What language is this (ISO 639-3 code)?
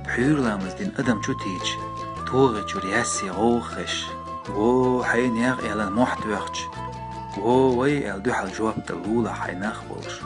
che